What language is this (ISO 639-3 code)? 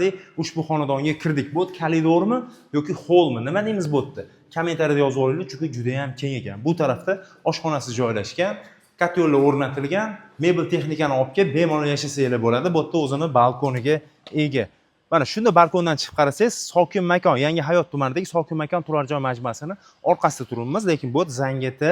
uzb